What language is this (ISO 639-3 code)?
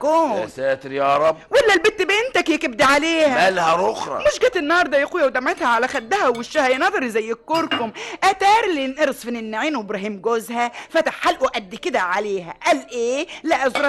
arz